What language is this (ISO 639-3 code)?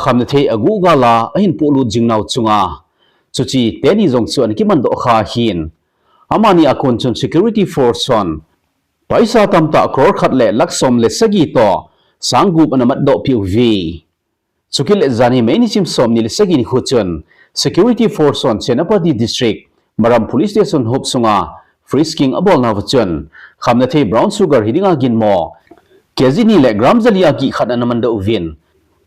tcz